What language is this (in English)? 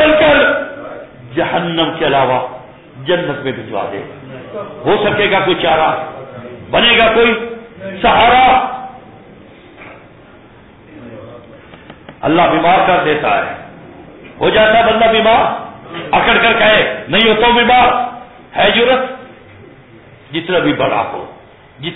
Urdu